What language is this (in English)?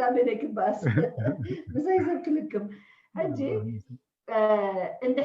Tigrinya